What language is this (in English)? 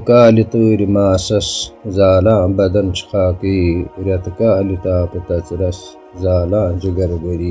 Kashmiri